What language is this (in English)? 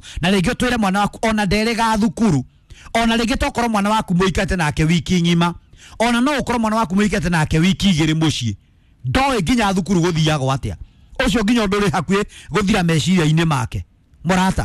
Kikuyu